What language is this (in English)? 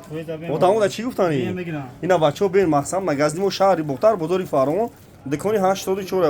Tajik